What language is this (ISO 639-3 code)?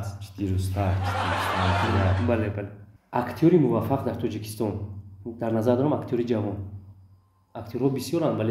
tgk